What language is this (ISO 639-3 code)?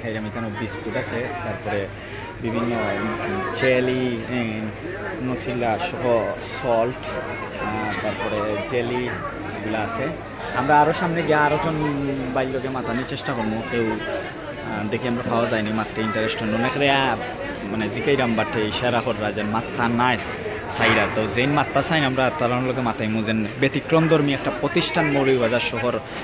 syl